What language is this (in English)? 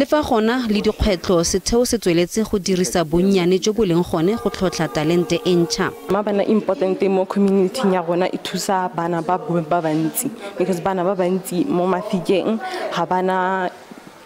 Tswana